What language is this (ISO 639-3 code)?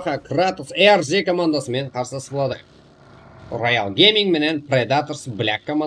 kaa